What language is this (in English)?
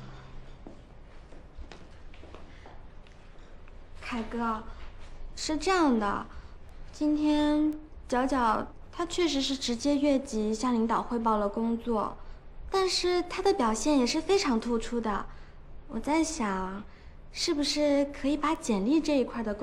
Chinese